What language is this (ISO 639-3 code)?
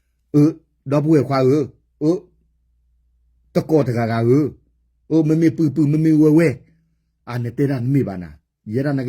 ksw